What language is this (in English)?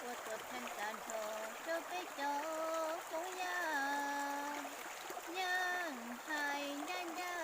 Hmong